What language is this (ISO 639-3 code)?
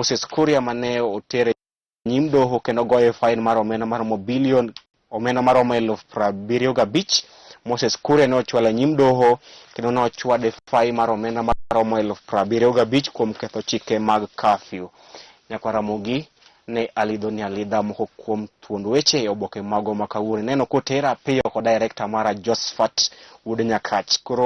luo